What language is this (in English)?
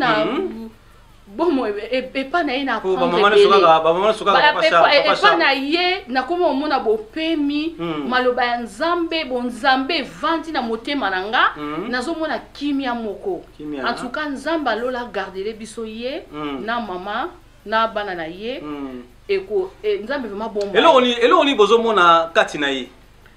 Lingala